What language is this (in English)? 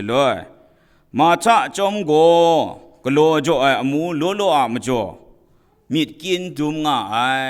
Kachin